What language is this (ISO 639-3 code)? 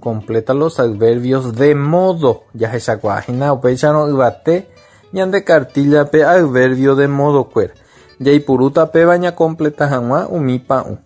grn